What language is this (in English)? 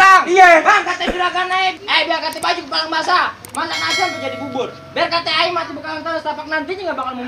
Betawi